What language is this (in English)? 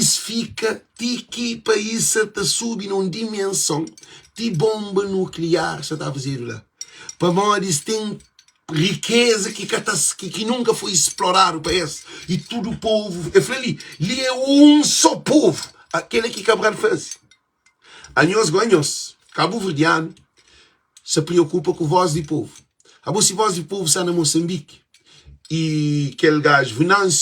Kabuverdianu